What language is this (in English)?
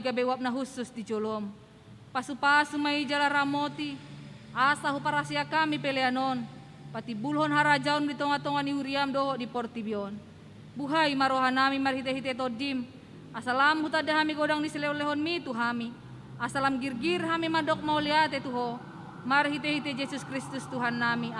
Batak Toba